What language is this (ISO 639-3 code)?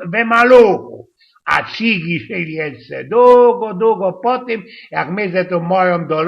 szl